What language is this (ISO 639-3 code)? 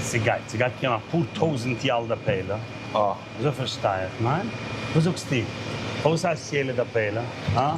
yid